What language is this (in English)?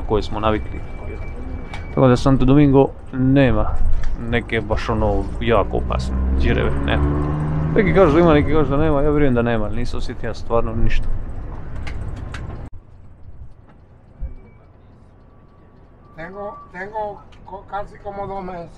Croatian